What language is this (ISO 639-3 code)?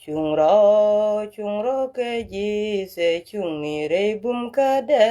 nus